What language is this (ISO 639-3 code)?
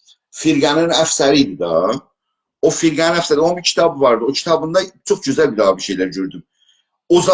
azb